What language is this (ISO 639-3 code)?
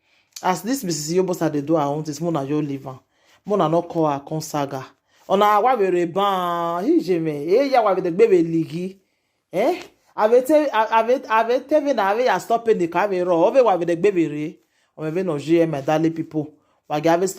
pcm